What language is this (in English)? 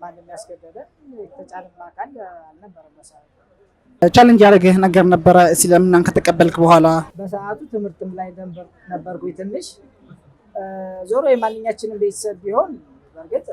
Amharic